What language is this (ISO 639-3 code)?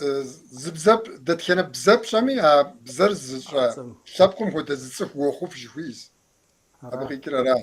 kbd